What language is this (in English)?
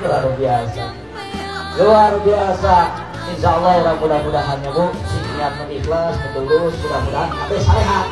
Sundanese